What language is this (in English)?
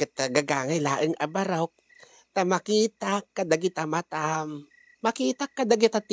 Iloko